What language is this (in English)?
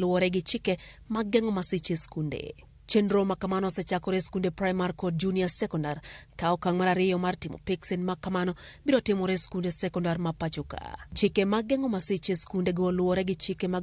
Luo (Kenya and Tanzania)